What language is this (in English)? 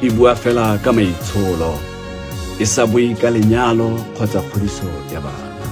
Tswana